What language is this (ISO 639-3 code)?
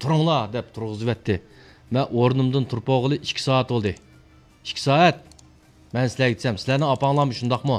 uig